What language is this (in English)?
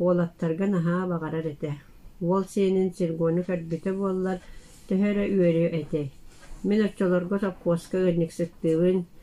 Yakut